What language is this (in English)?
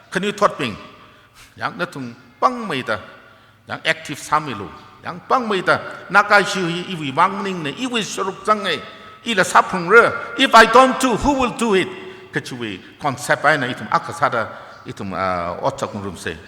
Tangkhul Naga (India)